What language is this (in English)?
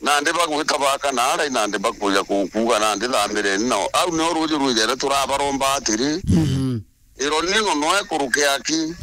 Meru